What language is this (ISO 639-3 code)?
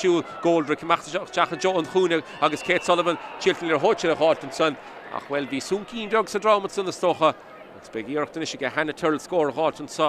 gle